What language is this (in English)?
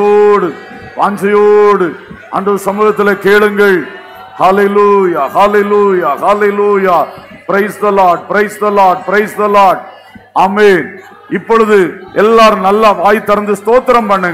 Tamil